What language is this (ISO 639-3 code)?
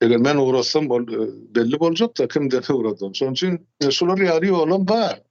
tuk